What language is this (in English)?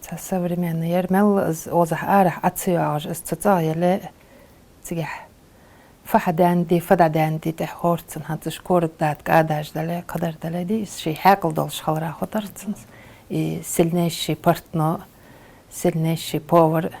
Ingush